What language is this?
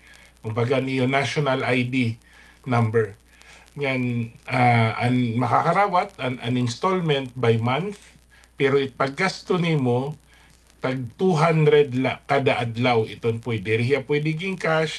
Waray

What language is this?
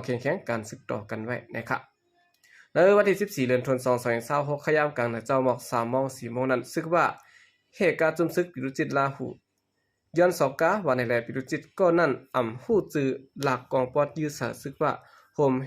Shan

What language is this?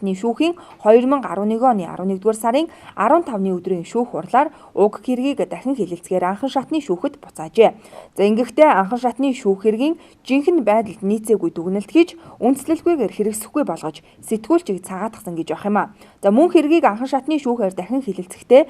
Mongolian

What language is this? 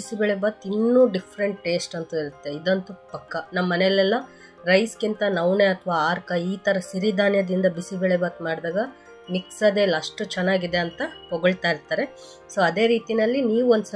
Kannada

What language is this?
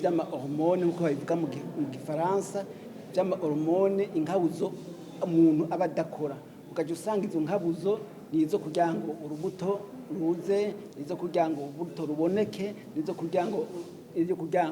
Rundi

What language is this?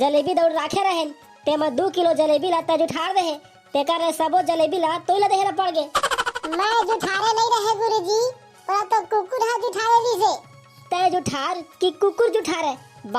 Chhattisgarhi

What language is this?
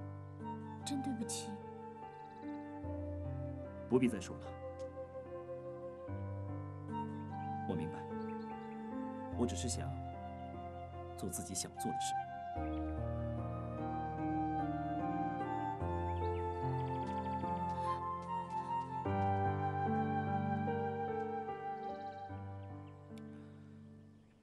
Chinese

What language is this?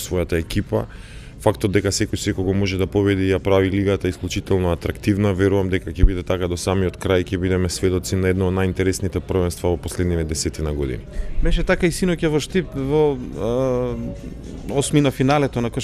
Macedonian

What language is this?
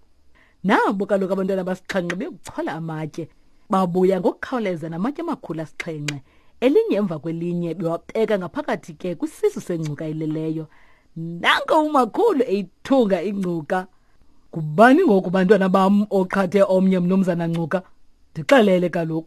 Xhosa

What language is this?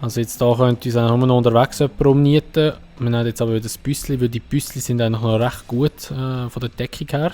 Swiss German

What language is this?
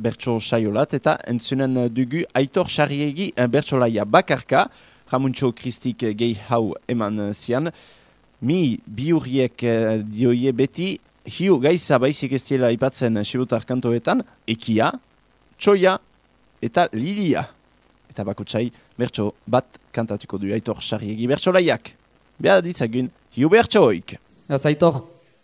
Basque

